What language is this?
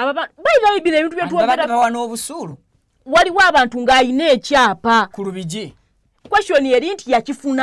Ganda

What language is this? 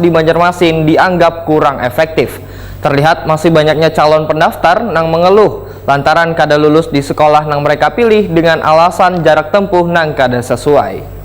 Banjar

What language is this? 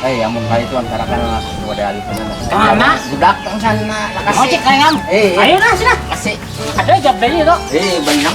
Banjar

